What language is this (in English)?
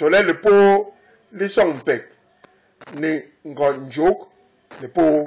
Basaa